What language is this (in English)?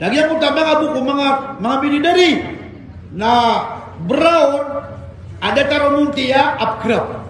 Maranao